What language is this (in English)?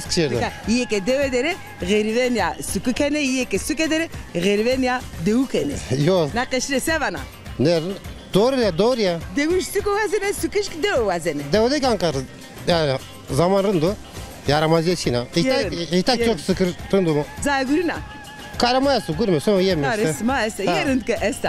Zaza